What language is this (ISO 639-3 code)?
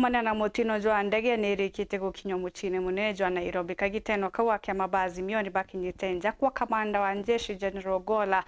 mer